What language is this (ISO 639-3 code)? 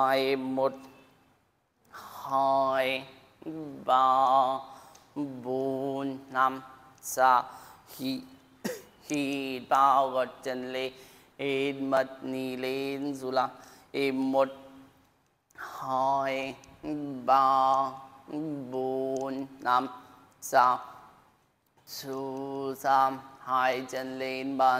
vie